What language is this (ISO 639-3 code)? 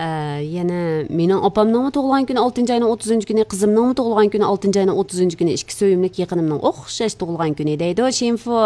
uig